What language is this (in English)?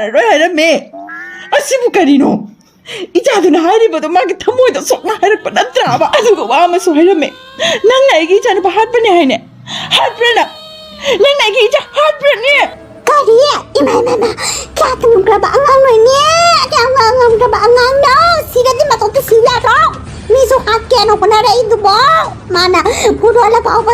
Manipuri